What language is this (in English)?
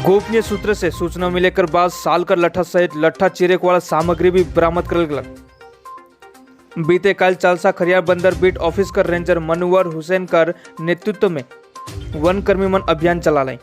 Sadri